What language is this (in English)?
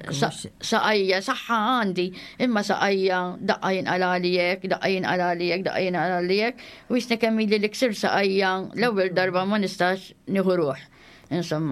Maltese